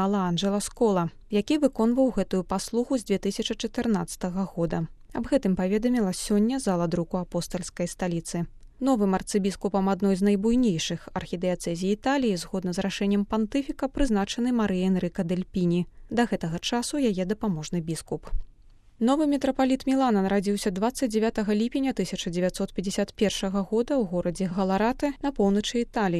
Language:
Belarusian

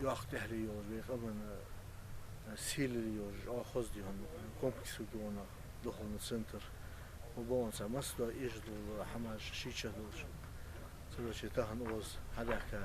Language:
Ingush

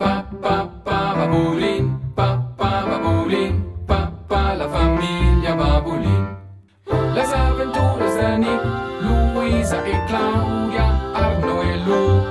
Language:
Romansh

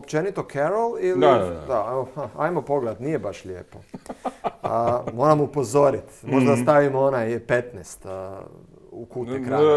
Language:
Croatian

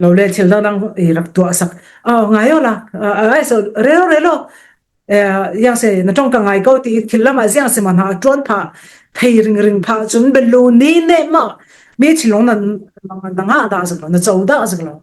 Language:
Falam Chin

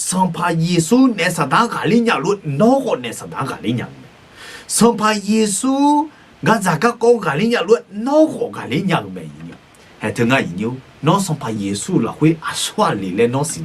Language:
Akha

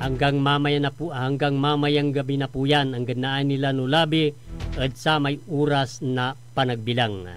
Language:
Pangasinan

